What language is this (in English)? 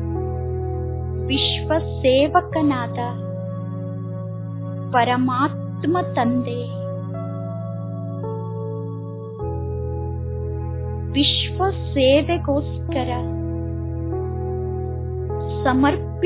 Kannada